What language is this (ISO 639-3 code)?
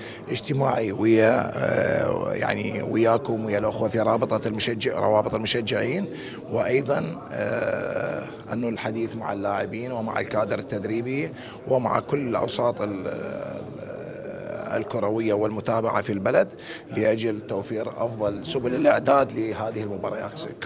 acm